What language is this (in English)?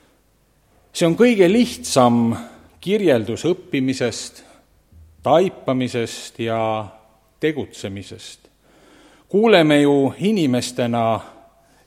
Estonian